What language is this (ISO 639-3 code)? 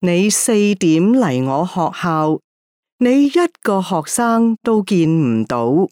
yue